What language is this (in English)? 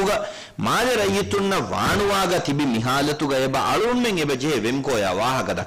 Divehi